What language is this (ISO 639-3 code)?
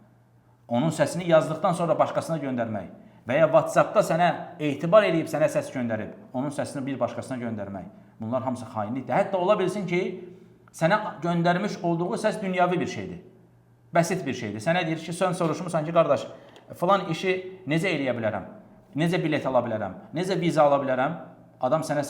aze